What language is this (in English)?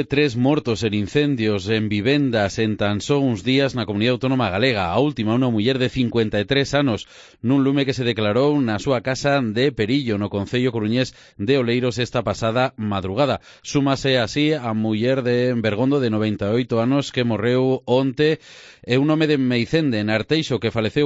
Galician